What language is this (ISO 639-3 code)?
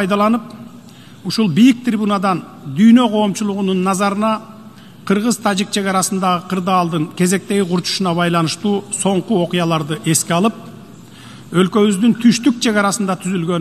kir